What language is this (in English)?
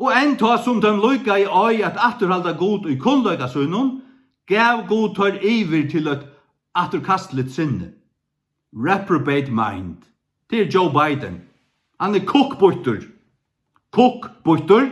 Faroese